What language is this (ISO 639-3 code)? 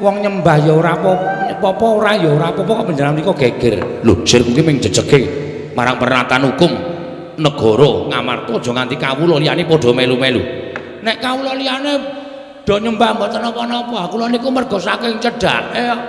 jav